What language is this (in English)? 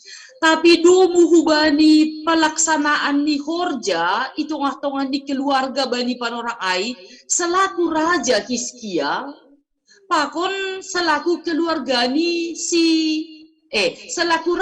Batak Simalungun